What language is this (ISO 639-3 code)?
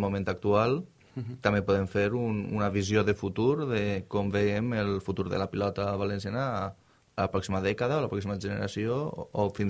cat